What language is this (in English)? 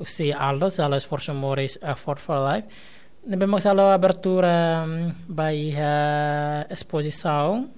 Tetum